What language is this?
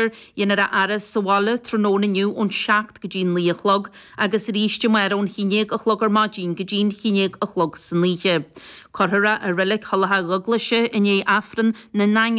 Irish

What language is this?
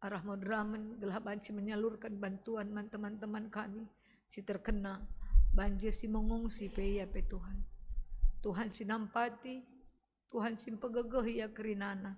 Batak Karo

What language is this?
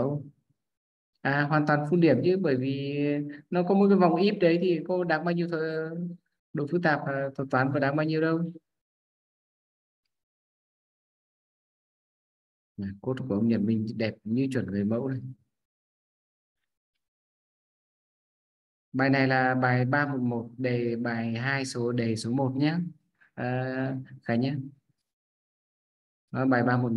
Vietnamese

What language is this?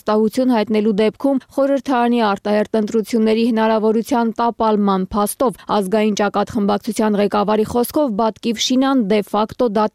Armenian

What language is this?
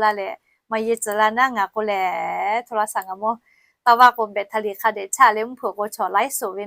Lahu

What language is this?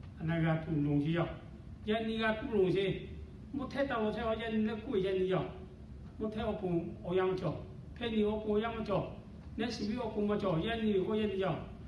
Lahu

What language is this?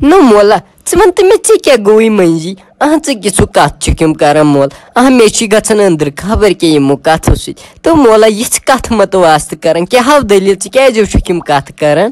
Kashmiri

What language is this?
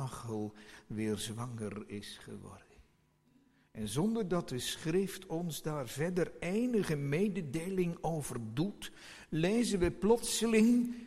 Dutch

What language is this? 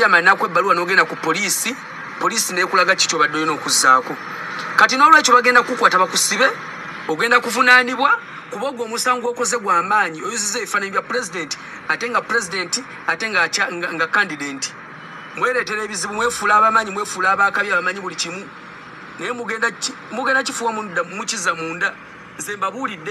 Ganda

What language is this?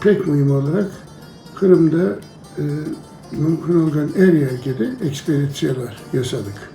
Crimean Tatar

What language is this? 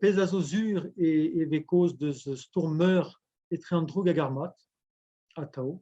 Breton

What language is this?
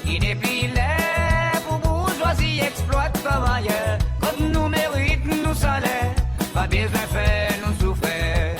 Seselwa Creole French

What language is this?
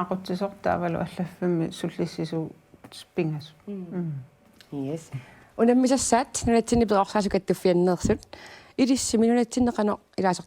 Kalaallisut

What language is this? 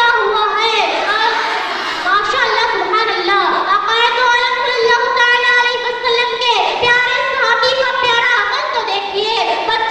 Urdu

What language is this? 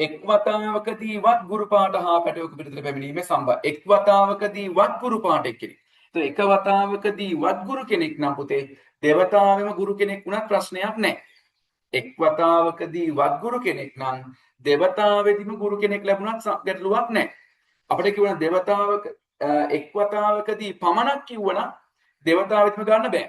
Sinhala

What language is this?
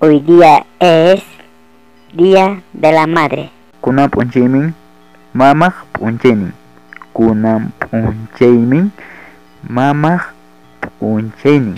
Ayacucho Quechua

